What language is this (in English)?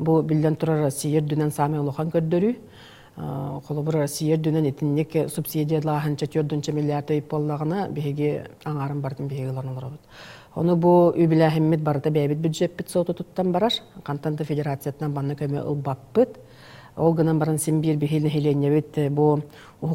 Yakut